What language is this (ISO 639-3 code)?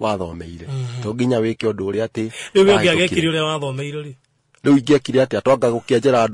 kik